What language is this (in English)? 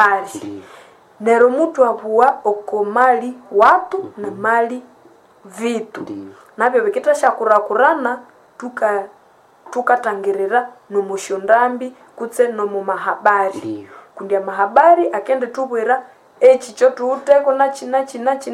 Nande